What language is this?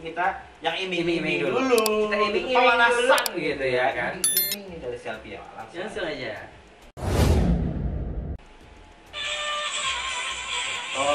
Indonesian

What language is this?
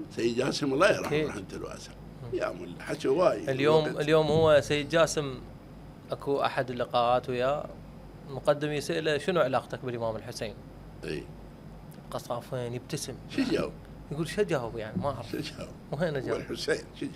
Mesopotamian Arabic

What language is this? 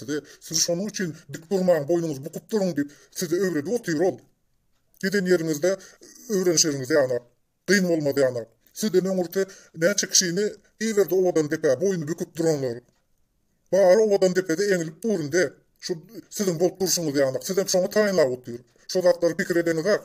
Turkmen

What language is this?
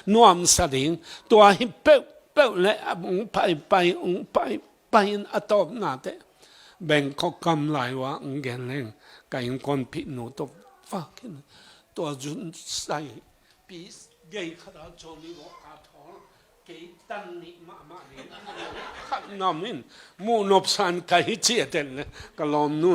Tedim Chin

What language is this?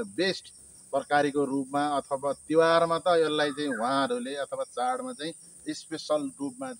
Nepali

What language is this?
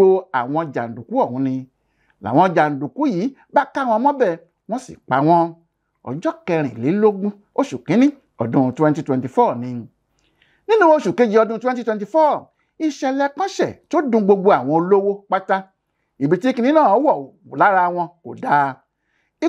Yoruba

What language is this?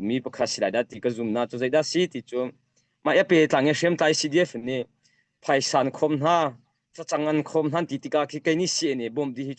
Hakha Chin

